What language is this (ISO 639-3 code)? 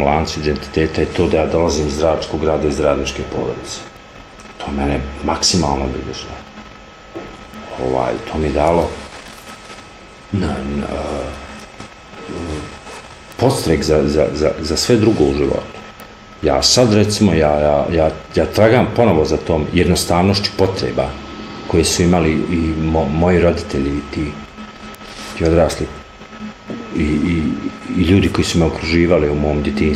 bos